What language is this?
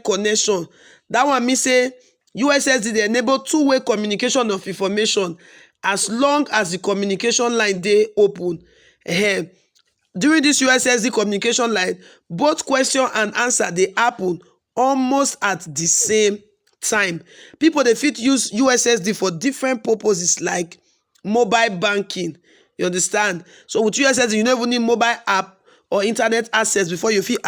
Nigerian Pidgin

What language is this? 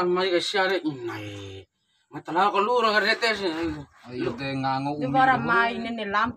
Bima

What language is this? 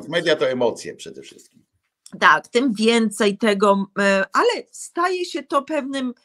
Polish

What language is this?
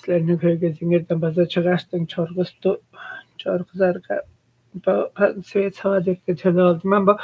Tuvinian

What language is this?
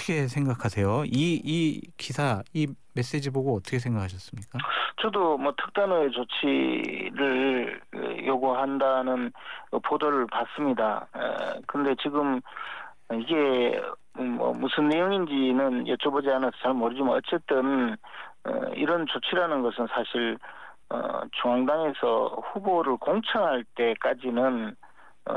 Korean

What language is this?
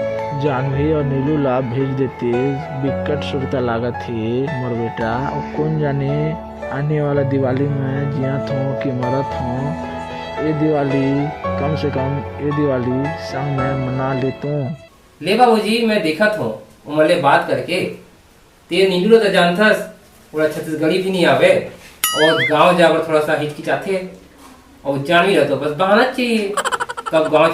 Chhattisgarhi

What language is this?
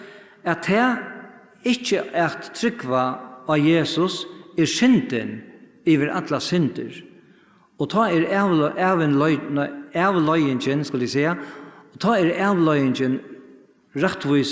Faroese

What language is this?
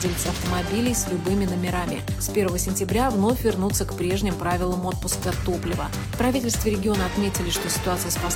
Russian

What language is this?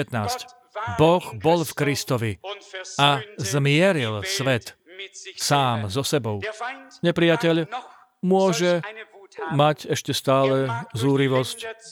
Slovak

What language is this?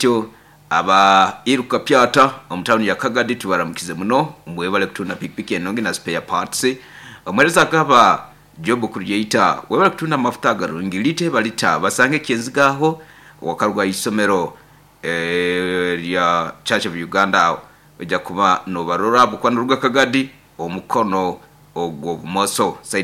Nyoro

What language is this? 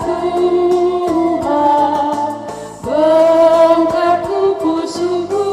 Batak Karo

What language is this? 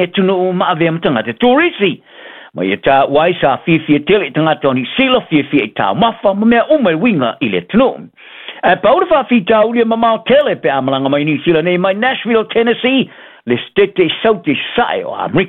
Samoan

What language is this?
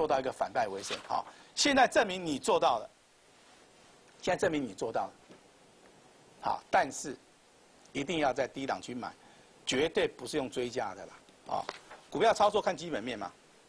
Chinese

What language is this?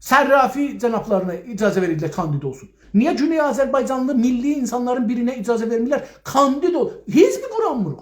South Azerbaijani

